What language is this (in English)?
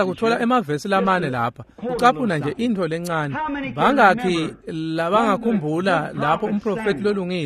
Swati